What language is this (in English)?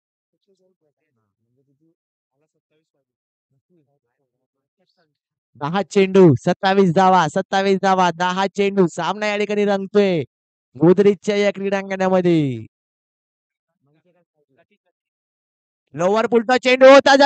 Marathi